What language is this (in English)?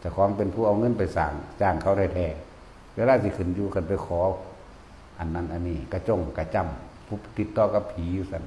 Northeastern Thai